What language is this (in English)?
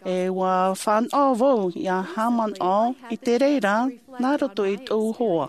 Tahitian